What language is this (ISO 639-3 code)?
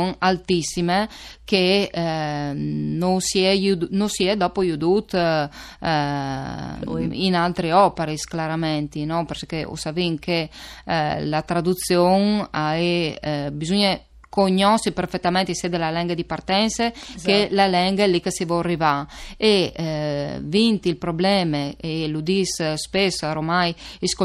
fur